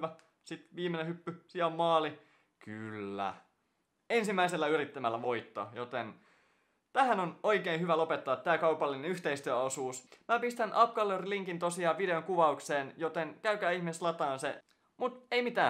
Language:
Finnish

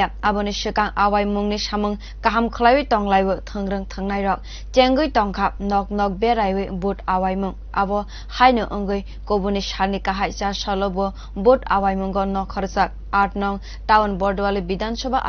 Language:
Kok Borok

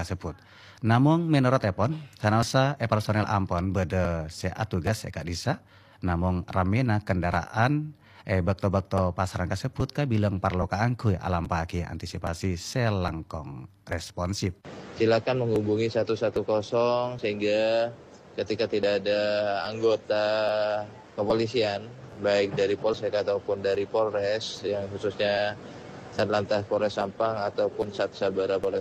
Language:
Madurese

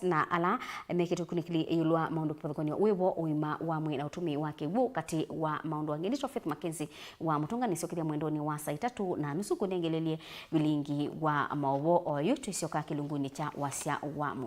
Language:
Kamba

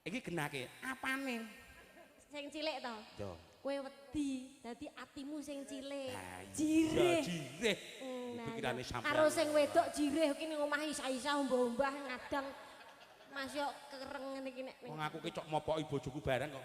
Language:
Javanese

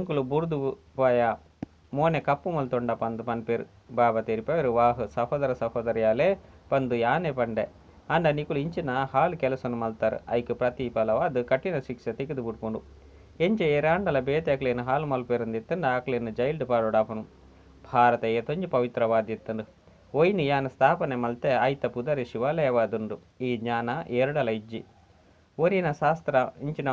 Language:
Tulu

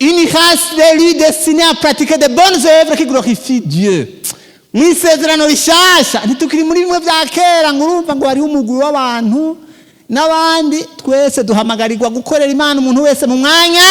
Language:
Rundi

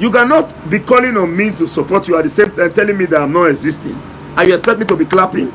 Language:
Nigerian Pidgin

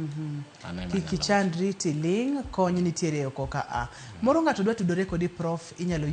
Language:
Luo (Kenya and Tanzania)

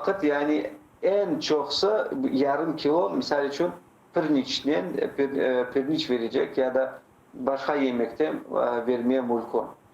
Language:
Crimean Tatar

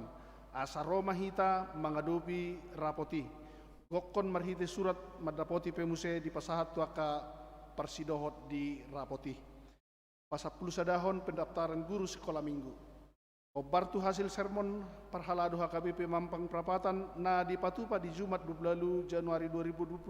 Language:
Batak Toba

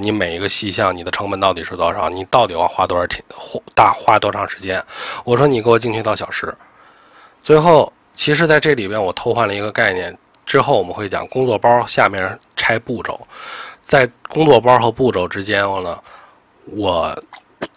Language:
Chinese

